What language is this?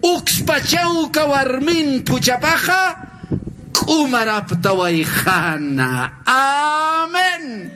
Aymara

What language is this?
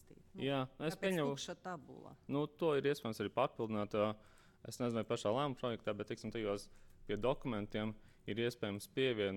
Latvian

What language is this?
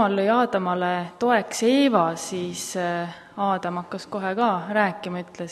Estonian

